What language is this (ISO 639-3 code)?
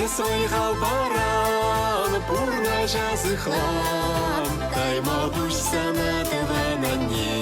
chv